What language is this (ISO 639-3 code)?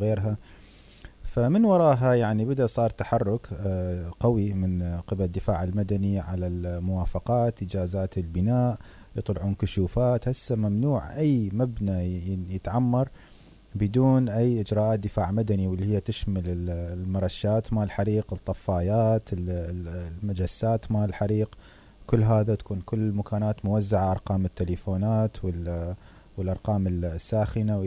acm